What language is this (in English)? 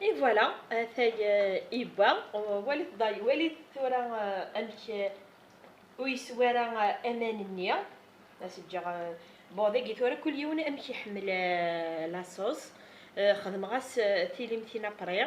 Kabyle